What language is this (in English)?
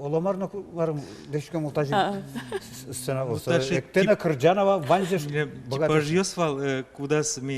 Udmurt